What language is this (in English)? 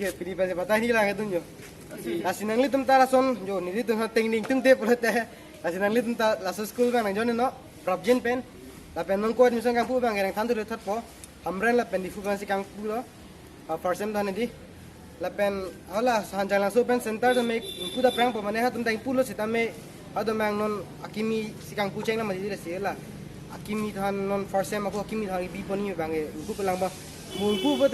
Karbi